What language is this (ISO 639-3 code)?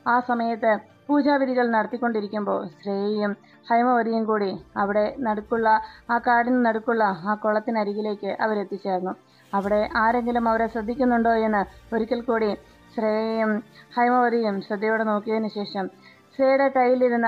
mal